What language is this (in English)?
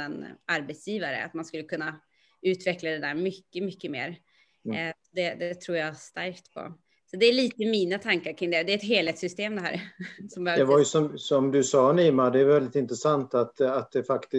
Swedish